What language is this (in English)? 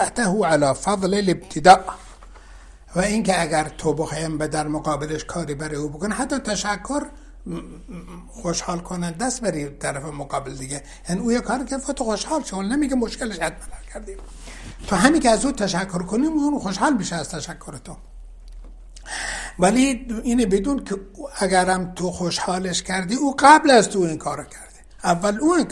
Persian